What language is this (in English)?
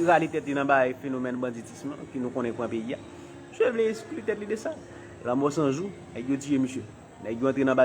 Haitian Creole